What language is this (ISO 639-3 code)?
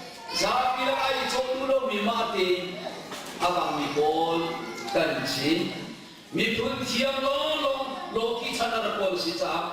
cnh